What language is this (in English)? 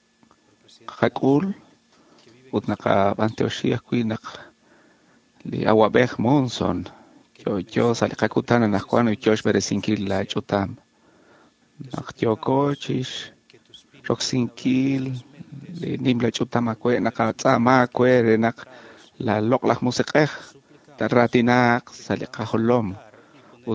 Kekchí